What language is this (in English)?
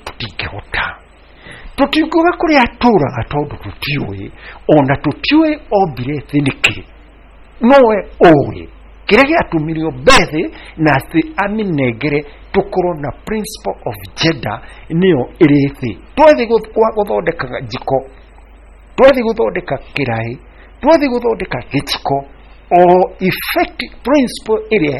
Kikuyu